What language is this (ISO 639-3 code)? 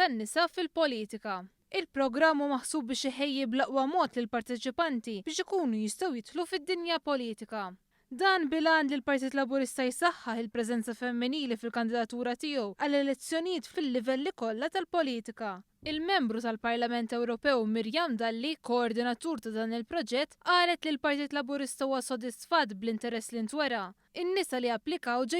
mlt